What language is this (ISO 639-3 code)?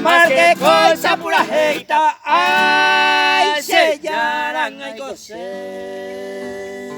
grn